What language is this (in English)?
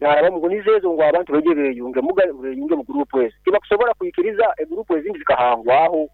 Nyoro